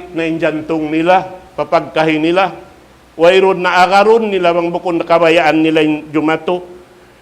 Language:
Tausug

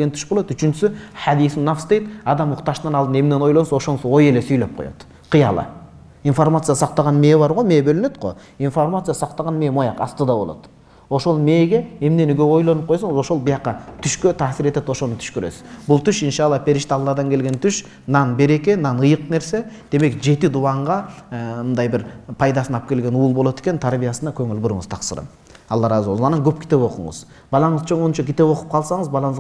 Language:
Kyrgyz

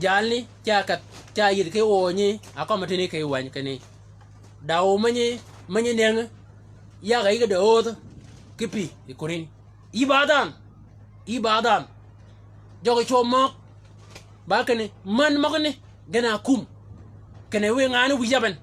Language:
Shilluk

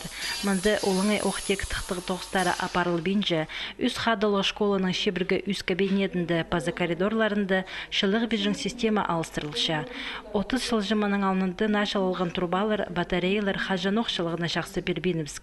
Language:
Khakas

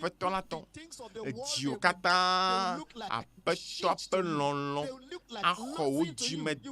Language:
Ewe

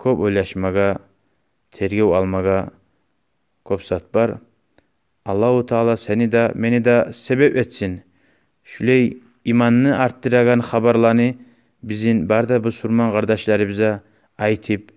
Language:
Kumyk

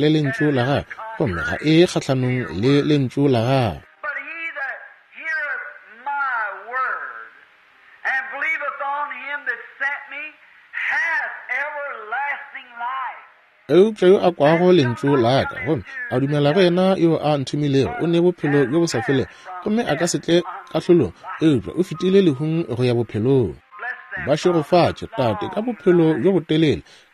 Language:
Northern Sotho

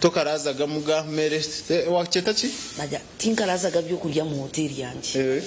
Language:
Nyankole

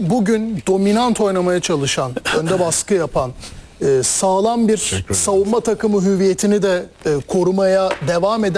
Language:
Turkish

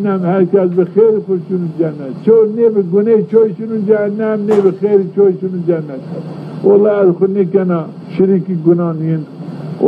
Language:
Zaza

